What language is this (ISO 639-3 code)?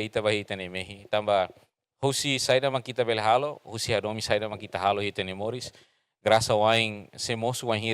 tet